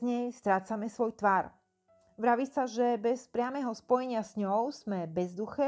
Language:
Slovak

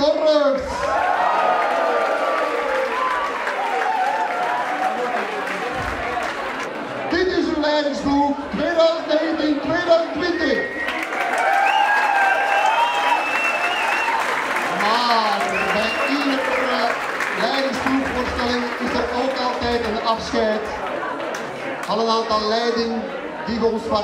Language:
Dutch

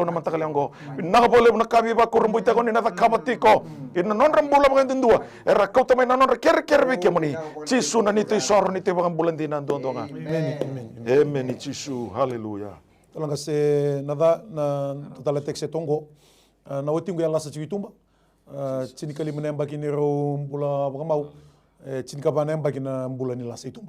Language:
Fijian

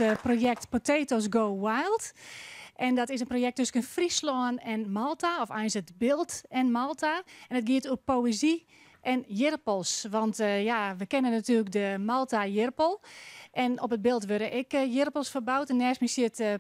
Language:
Western Frisian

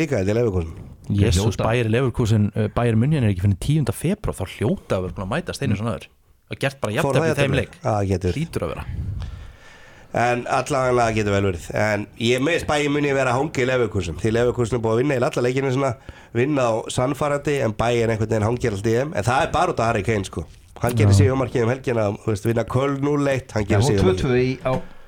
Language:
Icelandic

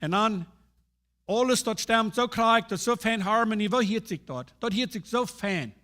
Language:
Plautdietsch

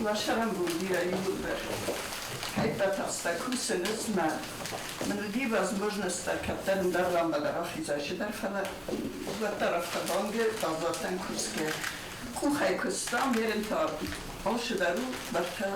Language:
Ossetic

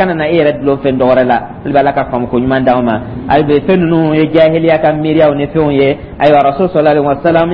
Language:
Dyula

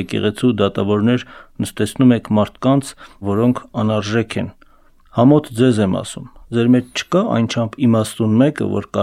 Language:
Armenian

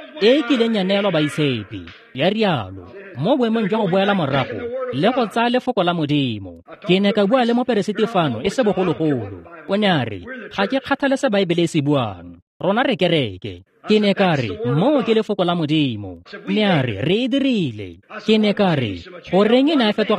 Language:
Tswana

